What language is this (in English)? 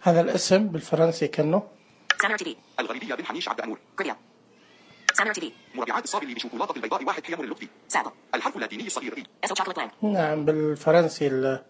Najdi Arabic